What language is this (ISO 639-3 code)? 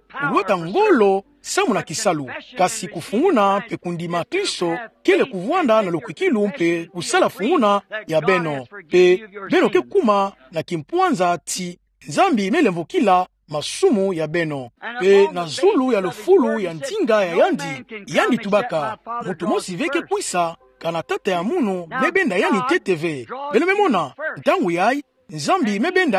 ktu